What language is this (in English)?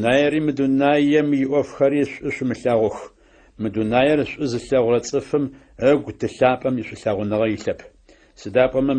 Adyghe